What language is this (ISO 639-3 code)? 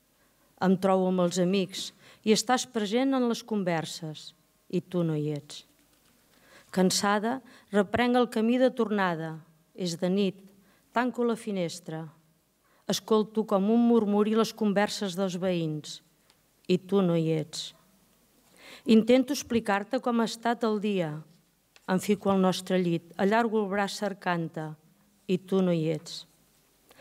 cat